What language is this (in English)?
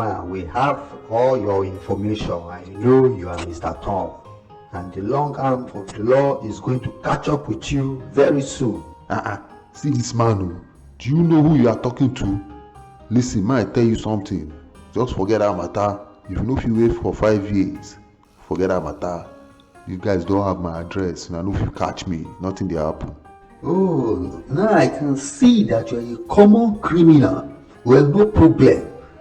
Nigerian Pidgin